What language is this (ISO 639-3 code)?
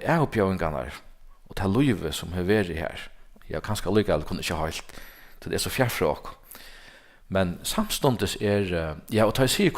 fao